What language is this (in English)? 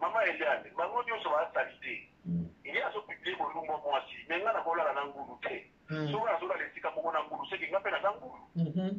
Lingala